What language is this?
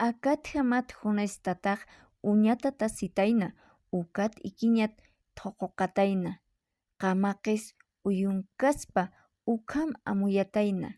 Aymara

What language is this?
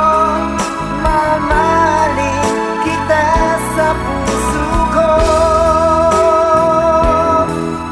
Filipino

